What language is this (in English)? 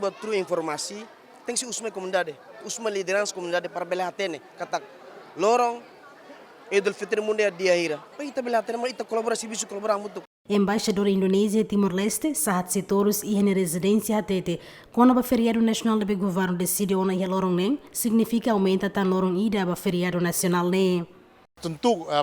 Tetum